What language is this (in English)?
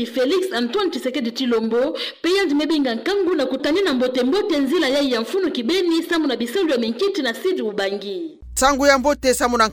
Kituba (Democratic Republic of Congo)